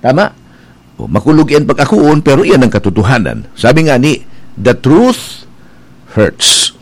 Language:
Bikol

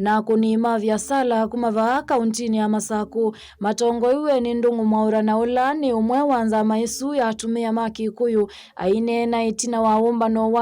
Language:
Kamba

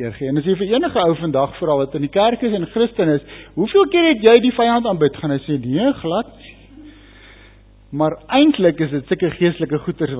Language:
Afrikaans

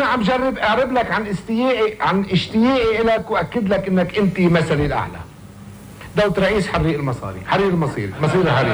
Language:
North Levantine Arabic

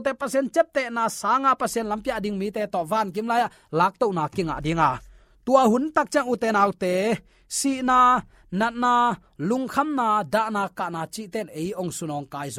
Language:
Tedim Chin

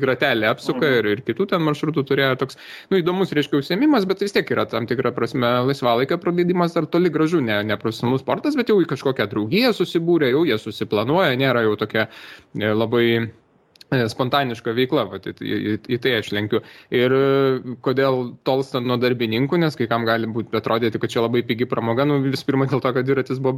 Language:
Lithuanian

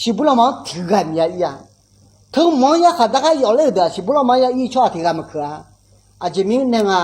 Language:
Akha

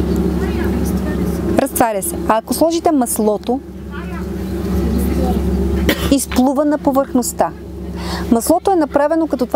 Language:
Bulgarian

